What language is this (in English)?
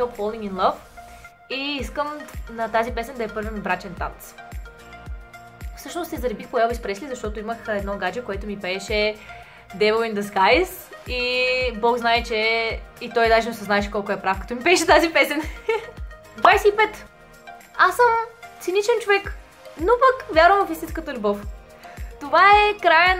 Bulgarian